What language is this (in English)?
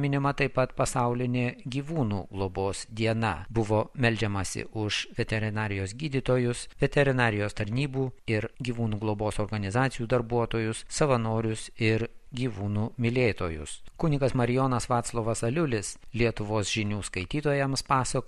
Lithuanian